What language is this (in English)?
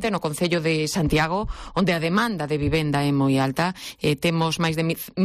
Galician